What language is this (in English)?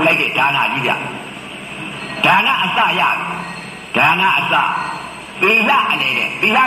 Burmese